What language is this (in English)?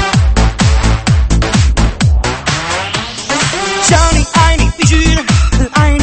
Chinese